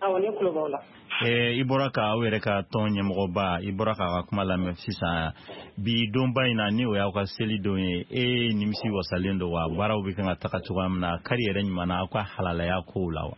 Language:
Bambara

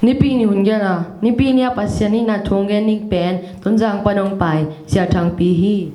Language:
Tedim Chin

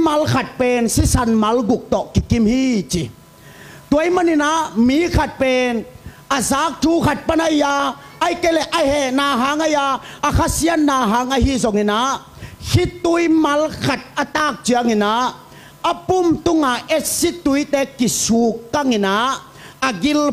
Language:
Tedim Chin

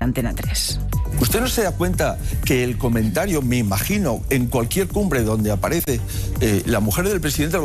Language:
Spanish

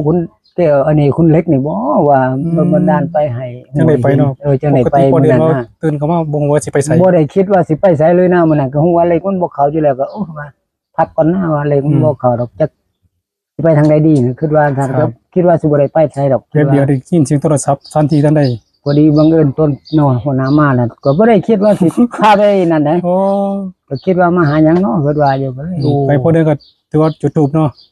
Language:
Northeastern Thai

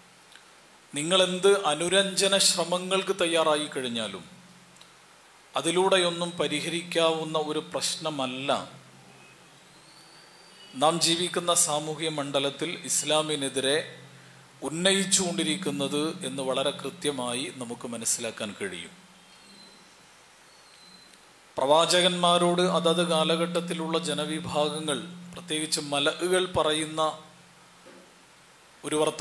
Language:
Malayalam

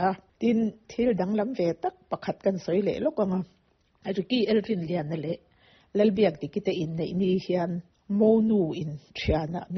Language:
Mizo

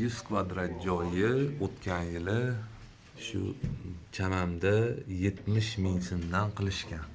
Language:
Uzbek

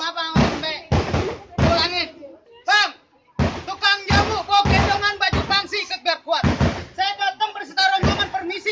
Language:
Betawi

